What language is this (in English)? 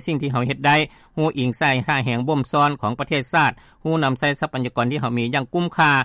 Lao